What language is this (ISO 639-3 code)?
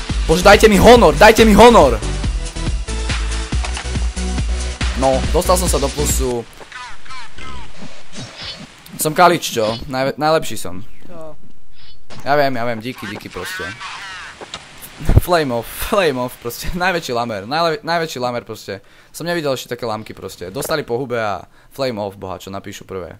slk